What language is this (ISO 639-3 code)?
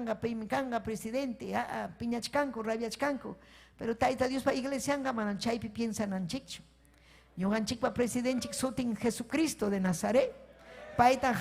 quy